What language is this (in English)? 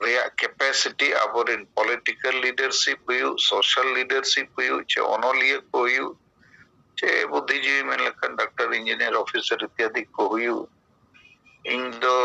Santali